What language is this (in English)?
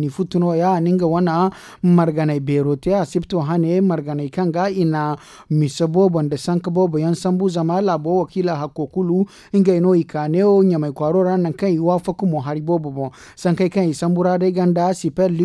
Zarma